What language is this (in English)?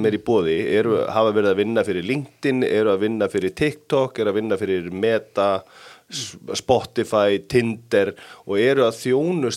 Icelandic